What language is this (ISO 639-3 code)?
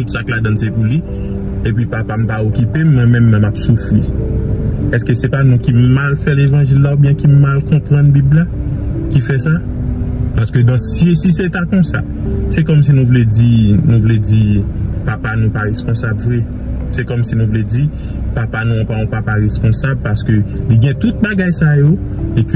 hat